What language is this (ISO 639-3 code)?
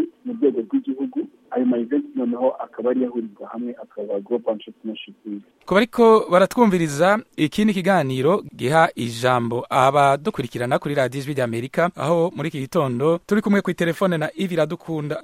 kin